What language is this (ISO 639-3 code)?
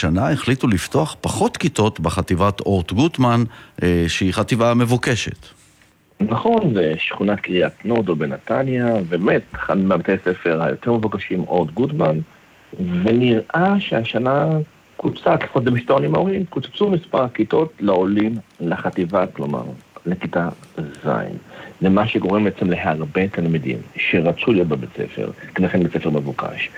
heb